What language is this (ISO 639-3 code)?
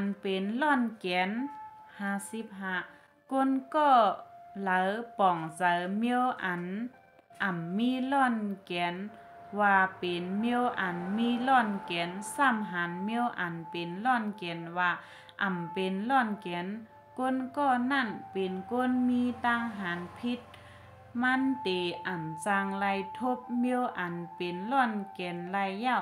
shn